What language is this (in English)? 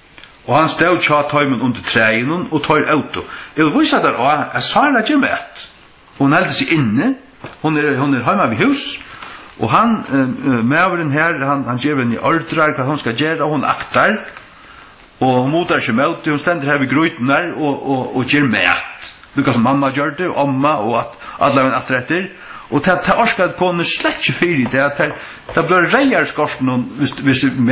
Faroese